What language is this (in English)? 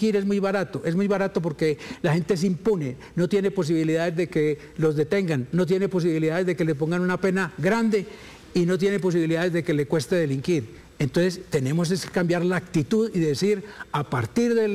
Spanish